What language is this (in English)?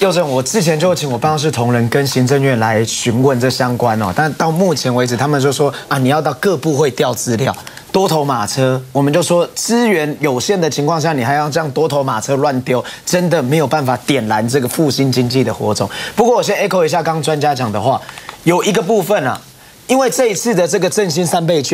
Chinese